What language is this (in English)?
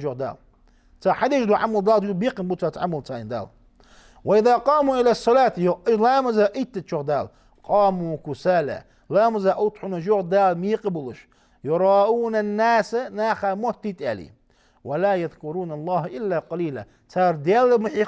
Ingush